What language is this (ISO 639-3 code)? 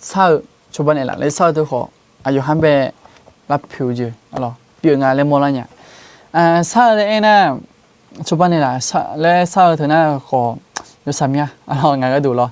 ahk